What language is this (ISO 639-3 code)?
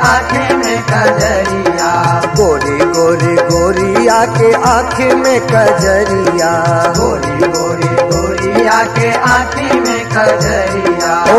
bho